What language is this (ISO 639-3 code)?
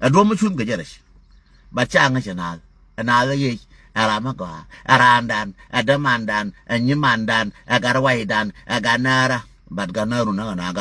nus